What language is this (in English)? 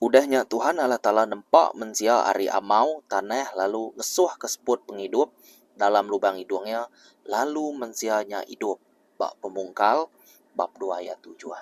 Iban